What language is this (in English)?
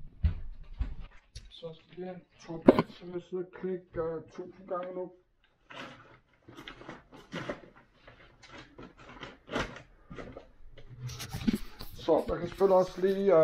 Danish